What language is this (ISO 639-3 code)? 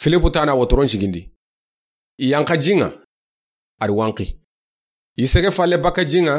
snk